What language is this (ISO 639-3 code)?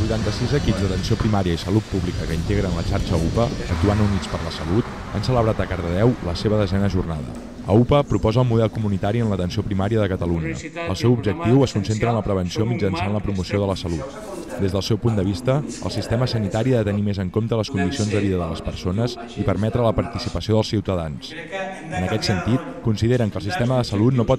cat